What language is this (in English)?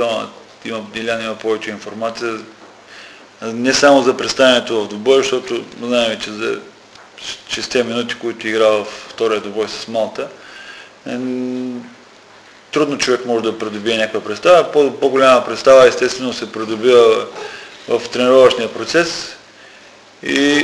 Bulgarian